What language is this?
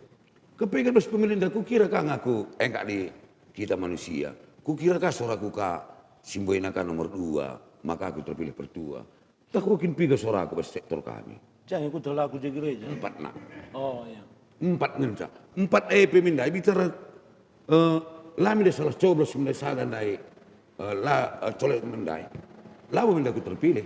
Batak Karo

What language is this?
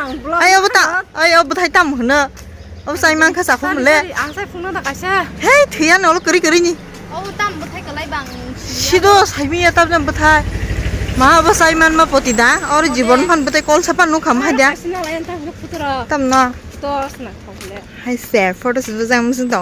Kok Borok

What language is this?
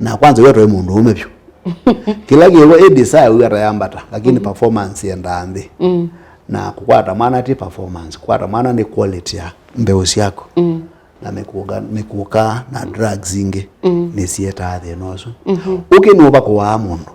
Kamba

